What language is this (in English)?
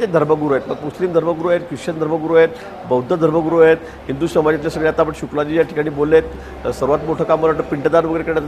Marathi